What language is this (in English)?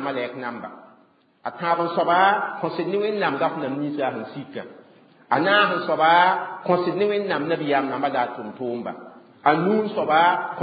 Mossi